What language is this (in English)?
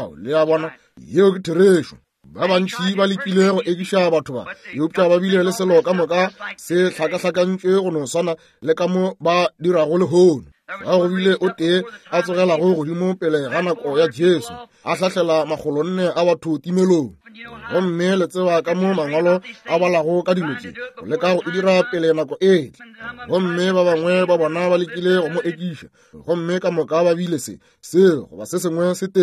Northern Sotho